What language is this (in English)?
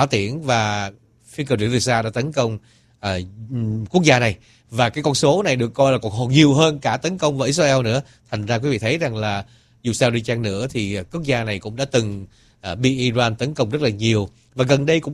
Vietnamese